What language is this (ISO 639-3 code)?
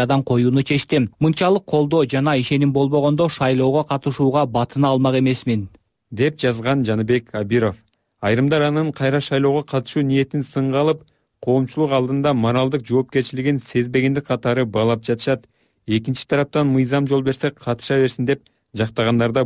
kir